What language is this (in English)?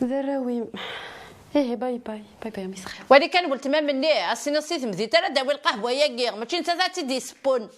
Kabyle